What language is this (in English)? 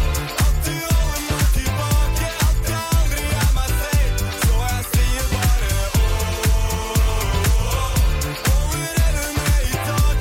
Norwegian